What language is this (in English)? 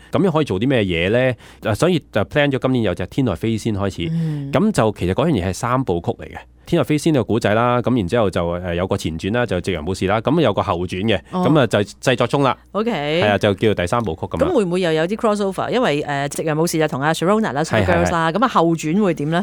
Cantonese